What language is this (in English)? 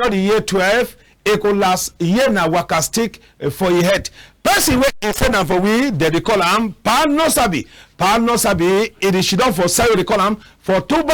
Cameroon Pidgin